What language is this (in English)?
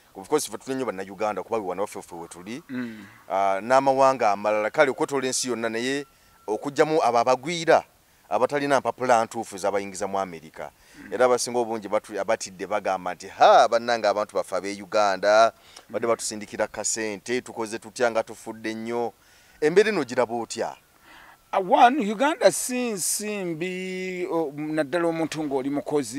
Ganda